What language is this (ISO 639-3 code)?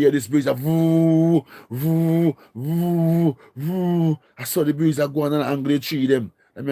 jam